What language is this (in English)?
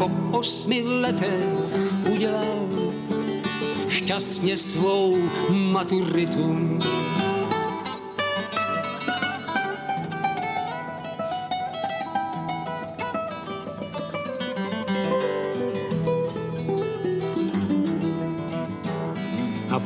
Czech